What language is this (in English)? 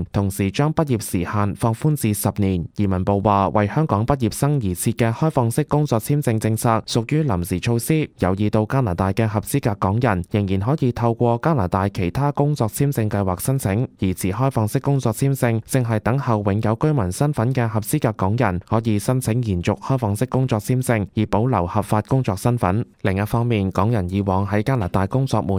Cantonese